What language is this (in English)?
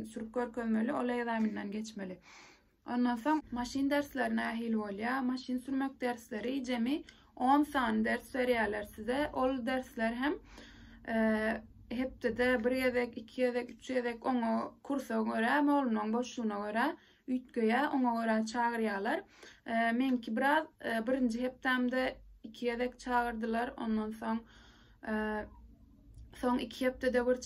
Turkmen